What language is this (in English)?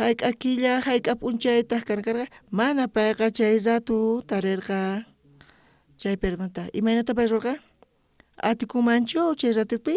South Bolivian Quechua